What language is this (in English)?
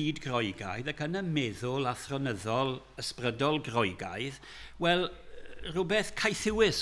Welsh